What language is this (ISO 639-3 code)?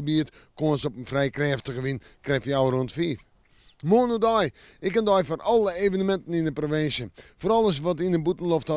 fry